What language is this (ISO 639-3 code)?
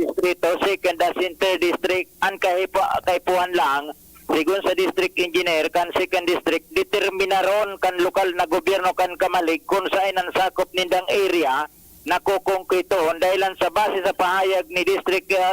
bik